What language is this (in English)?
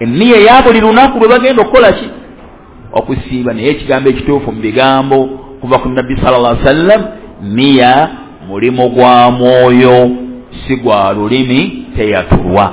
Ganda